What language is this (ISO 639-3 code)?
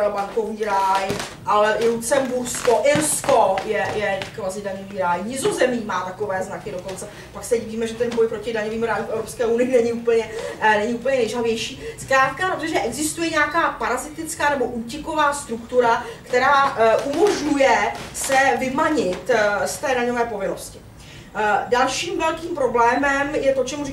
ces